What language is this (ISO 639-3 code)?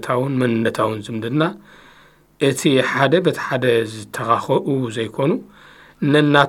tir